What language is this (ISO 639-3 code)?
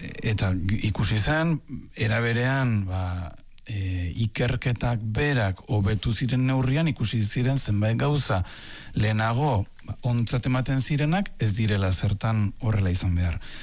eus